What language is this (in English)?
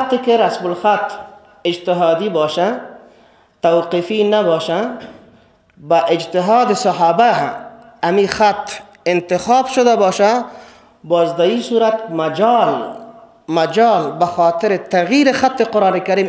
Persian